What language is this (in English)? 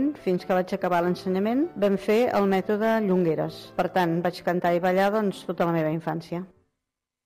Catalan